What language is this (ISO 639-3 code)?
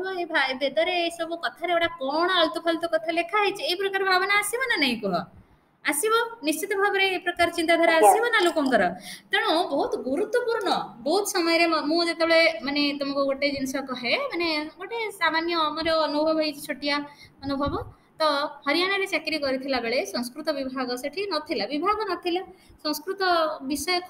ori